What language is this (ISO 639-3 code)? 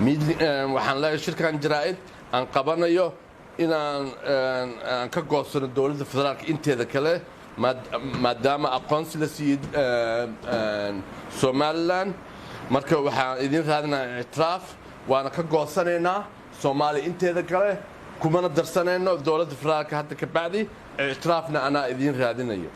som